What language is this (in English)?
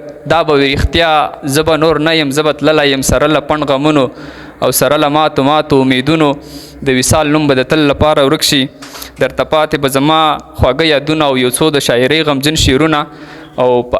Pashto